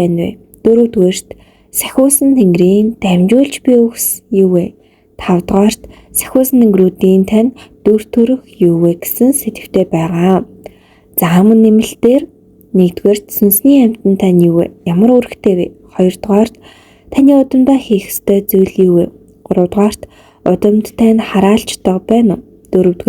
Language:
Mongolian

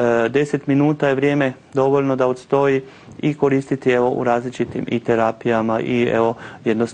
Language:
Croatian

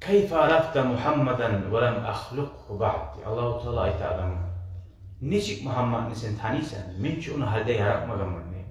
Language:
Kumyk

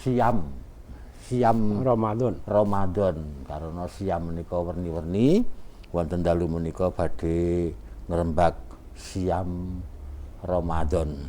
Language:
Javanese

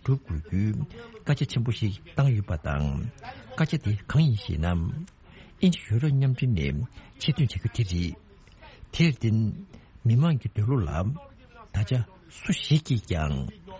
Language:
Tibetan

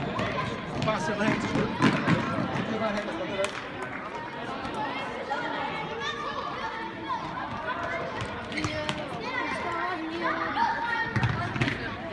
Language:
Danish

